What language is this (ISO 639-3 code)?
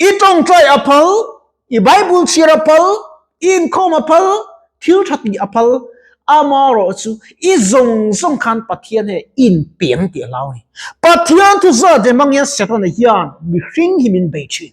lus